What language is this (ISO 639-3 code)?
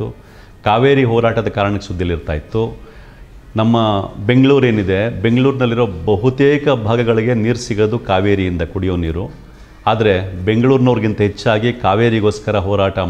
kan